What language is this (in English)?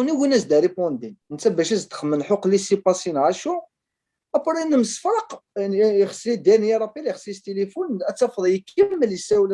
Kabyle